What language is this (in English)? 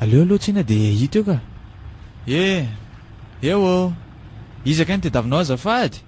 Malagasy